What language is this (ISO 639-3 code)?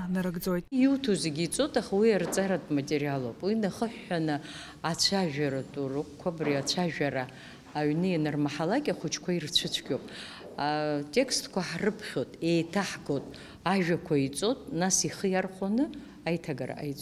abk